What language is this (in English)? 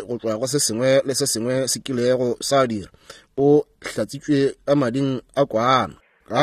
Northern Sotho